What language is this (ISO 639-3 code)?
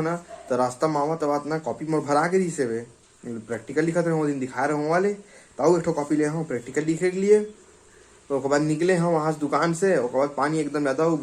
hne